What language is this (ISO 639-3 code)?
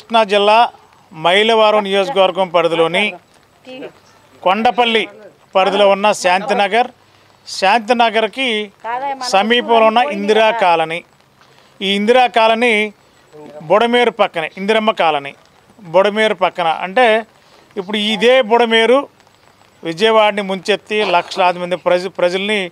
tel